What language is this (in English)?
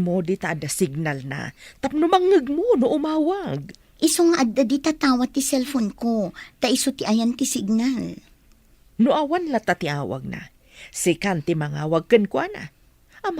Iloko